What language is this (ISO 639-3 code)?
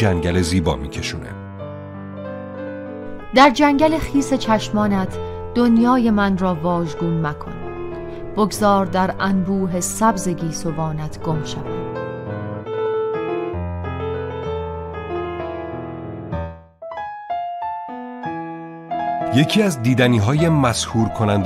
fas